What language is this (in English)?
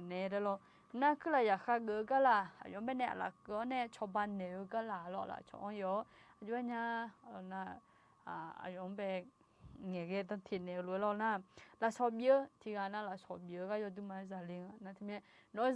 Akha